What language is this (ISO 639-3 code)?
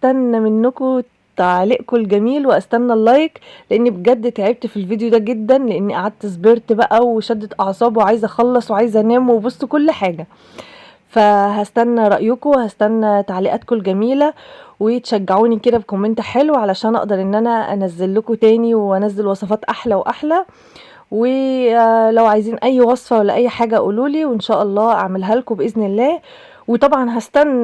arz